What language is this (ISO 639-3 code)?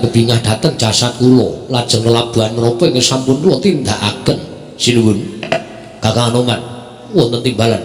jav